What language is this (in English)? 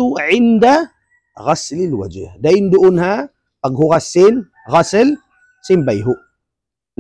Tausug